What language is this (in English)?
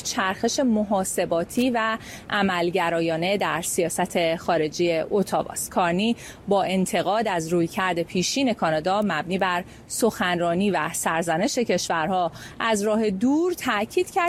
Persian